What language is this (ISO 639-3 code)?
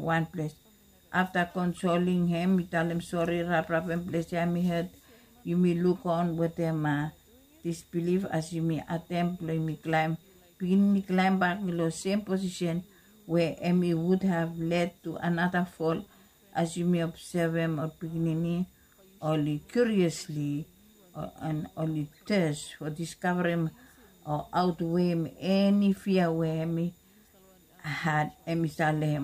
bis